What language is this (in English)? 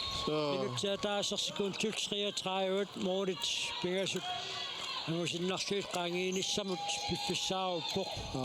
Kalaallisut